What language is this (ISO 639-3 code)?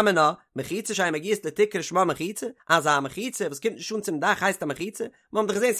yid